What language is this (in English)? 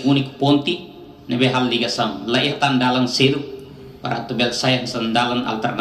Tetum